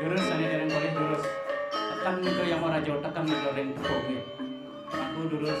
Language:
Balinese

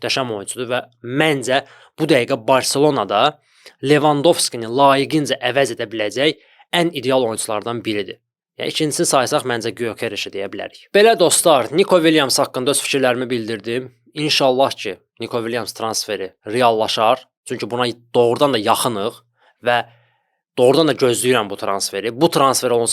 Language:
Azerbaijani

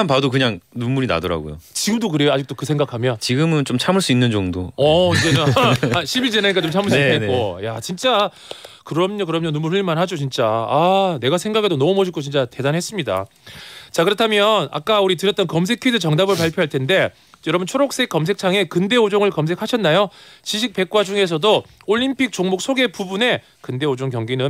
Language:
Korean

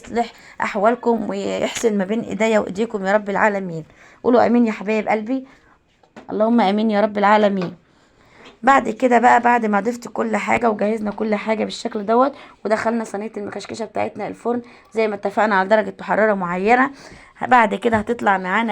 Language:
Egyptian Arabic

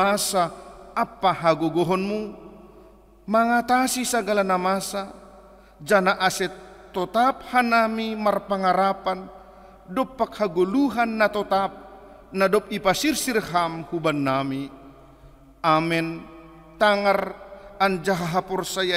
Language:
Batak Simalungun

